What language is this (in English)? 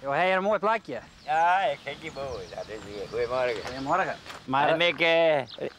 Western Frisian